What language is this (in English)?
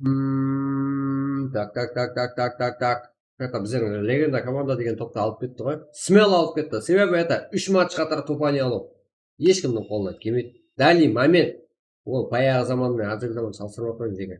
Kara-Kalpak